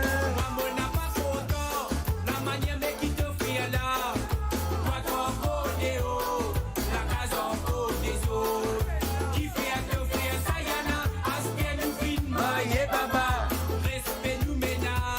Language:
Morisyen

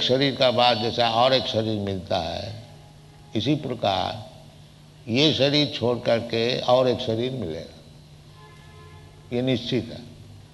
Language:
Hindi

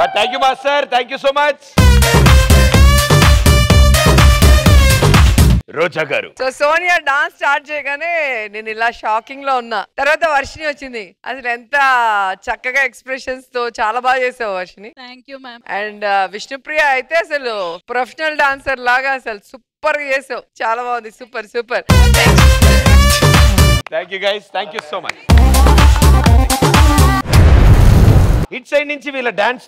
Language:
Telugu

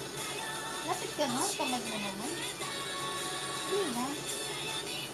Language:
Filipino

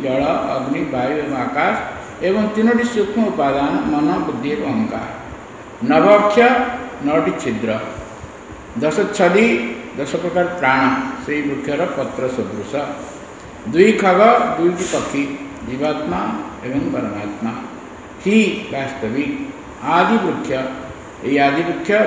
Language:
Odia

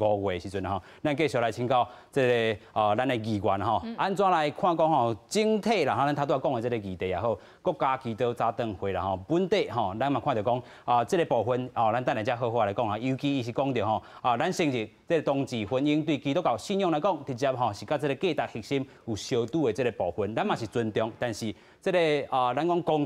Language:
Min Nan Chinese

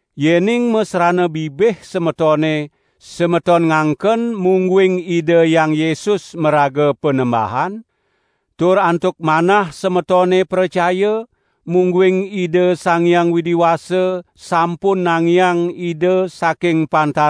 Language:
Balinese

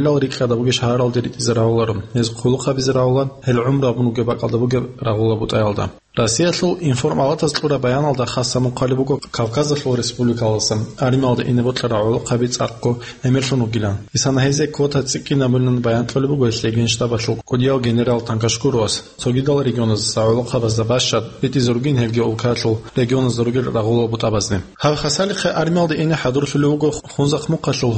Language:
Avaric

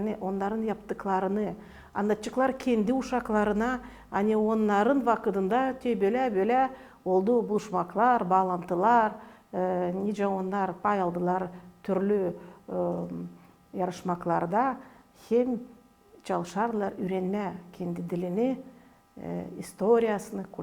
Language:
Gagauz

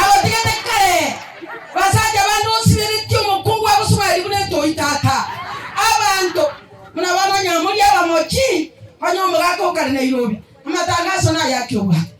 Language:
Gusii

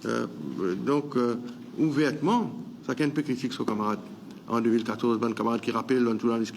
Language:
Morisyen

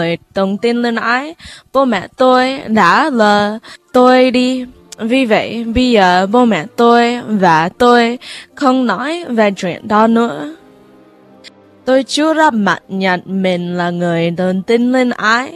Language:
Vietnamese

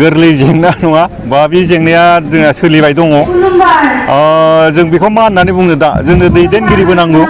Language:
Bodo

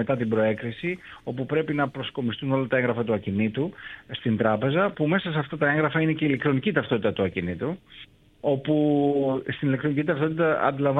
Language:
Greek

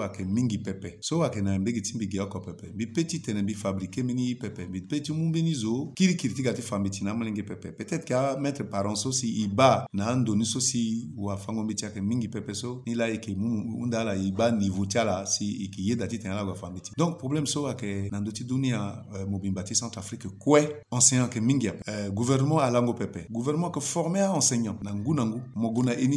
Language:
Sango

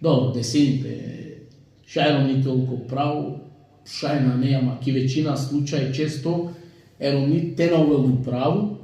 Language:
Balkan Romani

